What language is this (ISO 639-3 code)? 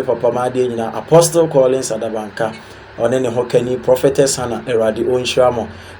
aka